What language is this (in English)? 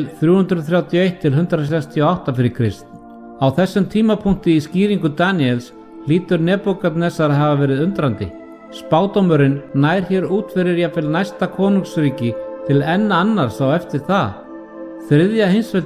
Icelandic